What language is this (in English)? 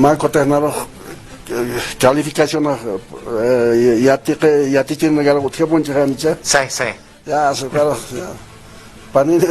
Aymara